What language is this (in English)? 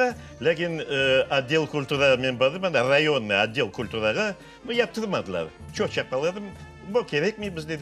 Crimean Tatar